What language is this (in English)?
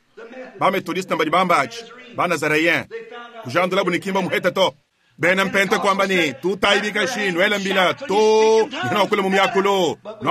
Luba-Lulua